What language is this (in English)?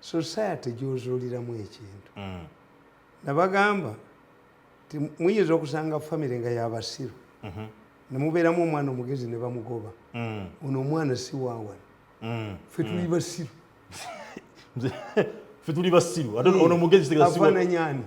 Ganda